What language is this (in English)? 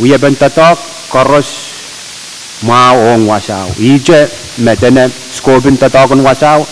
Pohnpeian